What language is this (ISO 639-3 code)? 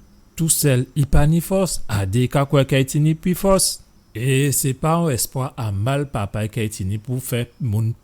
gcf